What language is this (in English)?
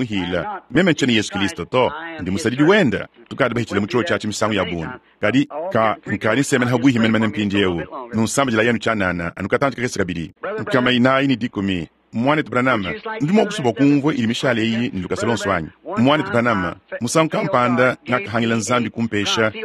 Luba-Lulua